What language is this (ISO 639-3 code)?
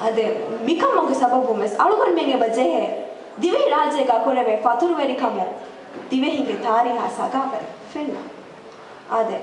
div